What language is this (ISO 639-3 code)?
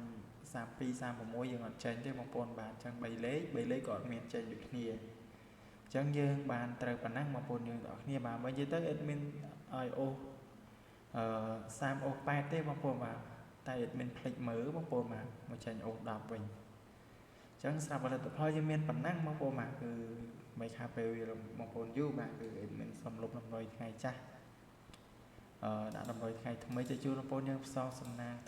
khm